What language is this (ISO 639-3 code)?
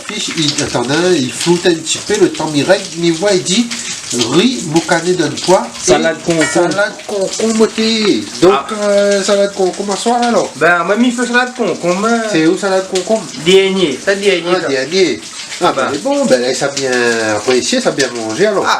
rcf